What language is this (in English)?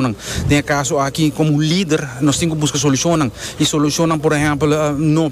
Papiamento